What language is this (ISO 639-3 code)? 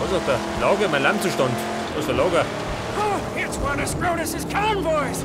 bar